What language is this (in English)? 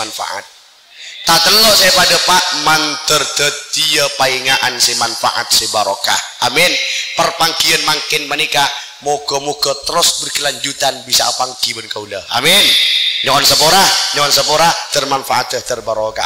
Madurese